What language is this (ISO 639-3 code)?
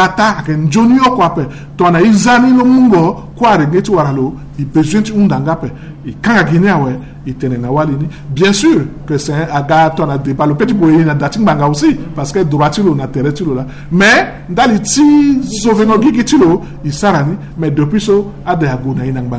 sag